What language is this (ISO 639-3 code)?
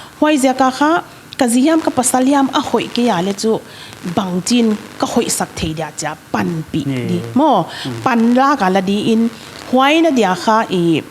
pck